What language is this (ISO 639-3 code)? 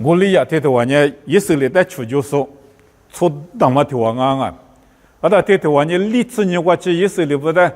lis